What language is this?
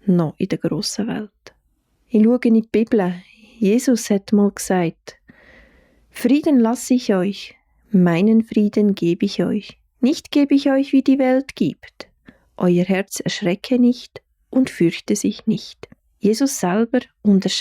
Swiss German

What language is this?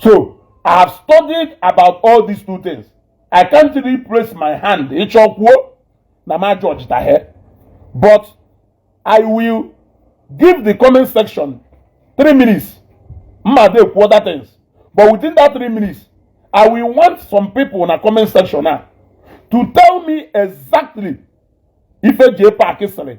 Igbo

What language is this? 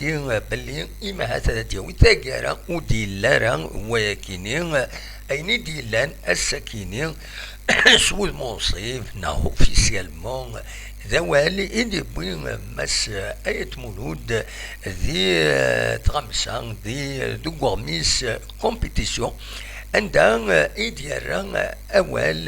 Kabyle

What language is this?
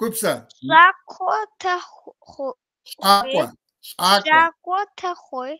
Kabardian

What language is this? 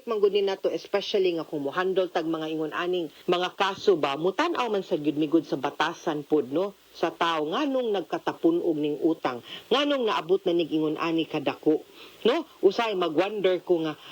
Cebuano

